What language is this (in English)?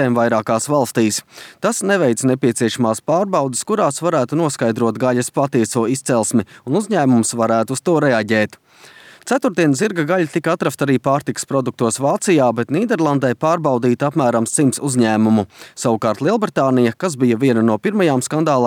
Latvian